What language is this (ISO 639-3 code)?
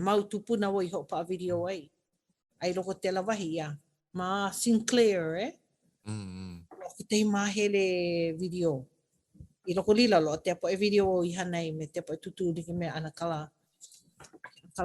haw